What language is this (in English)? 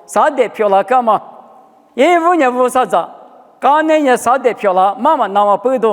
Lisu